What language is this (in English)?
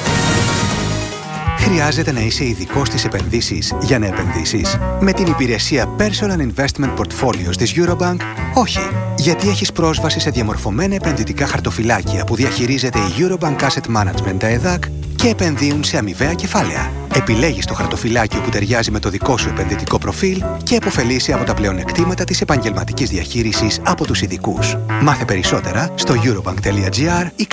Greek